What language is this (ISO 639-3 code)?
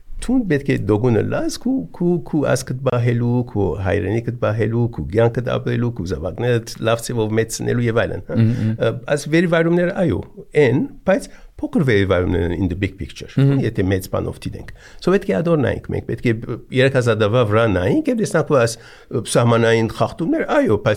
hye